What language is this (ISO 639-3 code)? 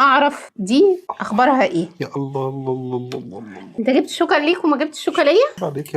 arz